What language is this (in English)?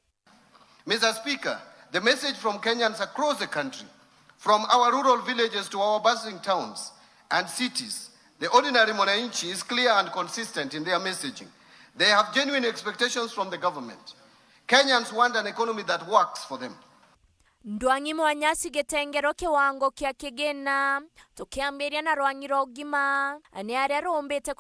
Meru